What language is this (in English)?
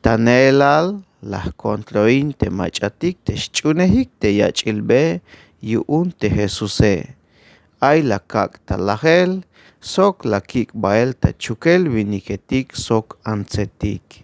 Tzeltal